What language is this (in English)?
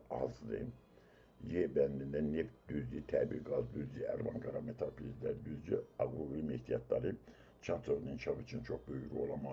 Azerbaijani